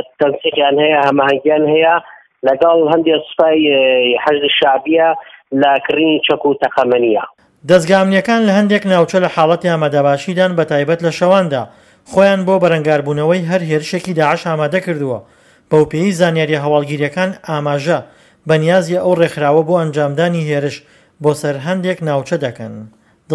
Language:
Central Kurdish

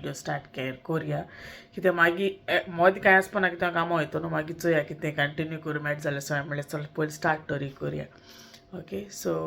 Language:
Konkani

